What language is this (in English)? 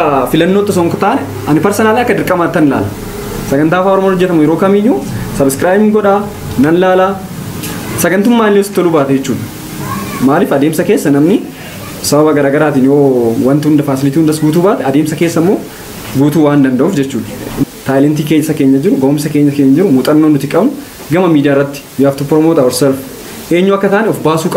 Oromo